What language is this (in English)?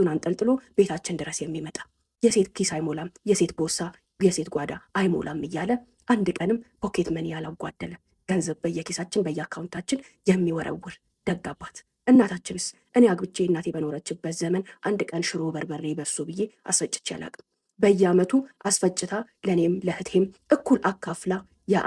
Amharic